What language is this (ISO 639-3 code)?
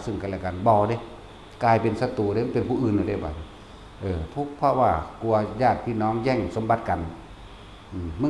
lao